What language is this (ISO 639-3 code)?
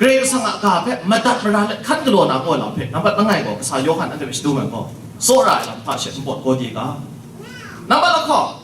kac